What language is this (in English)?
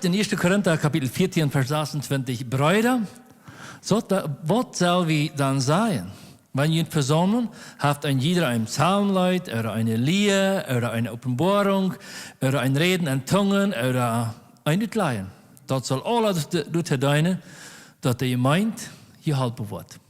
Plautdietsch